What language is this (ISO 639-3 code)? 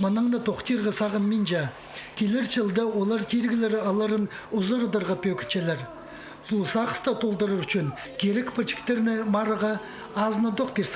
kjh